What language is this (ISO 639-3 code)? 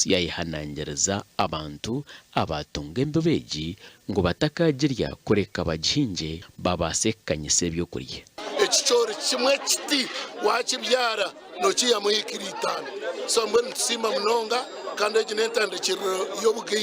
nyn